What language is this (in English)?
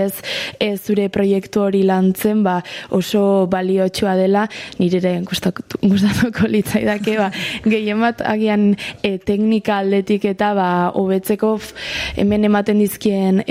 Basque